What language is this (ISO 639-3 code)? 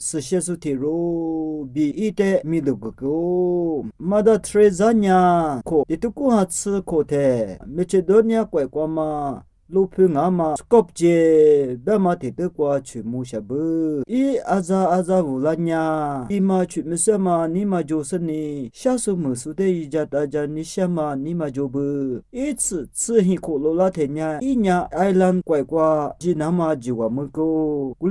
lis